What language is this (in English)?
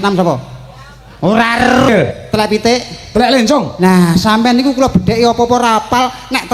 Javanese